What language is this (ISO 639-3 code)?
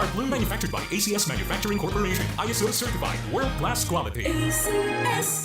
bik